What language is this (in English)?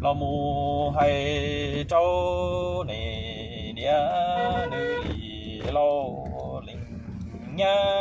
Hmong